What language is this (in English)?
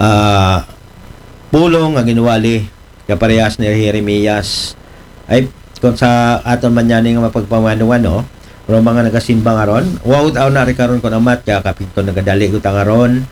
Aklanon